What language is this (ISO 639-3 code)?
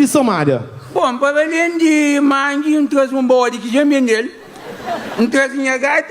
kea